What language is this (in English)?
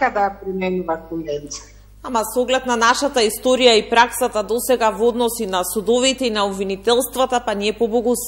Macedonian